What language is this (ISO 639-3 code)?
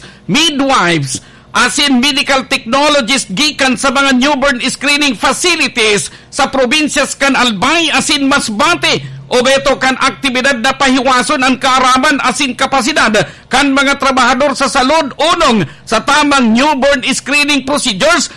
bik